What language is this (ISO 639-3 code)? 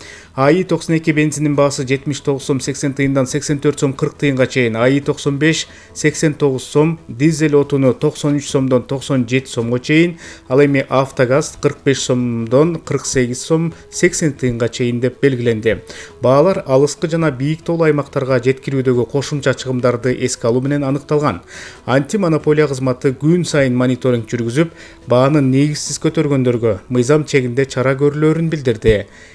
kir